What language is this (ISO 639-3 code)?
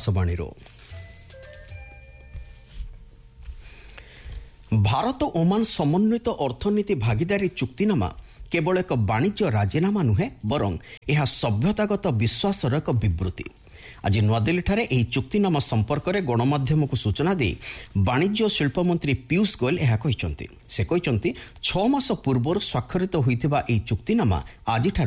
ori